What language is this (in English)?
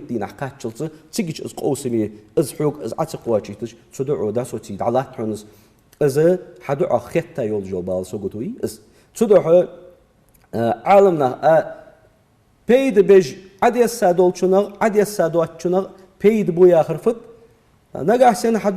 Ingush